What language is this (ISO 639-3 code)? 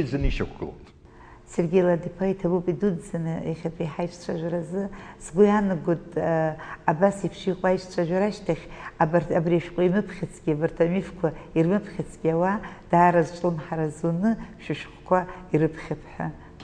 abk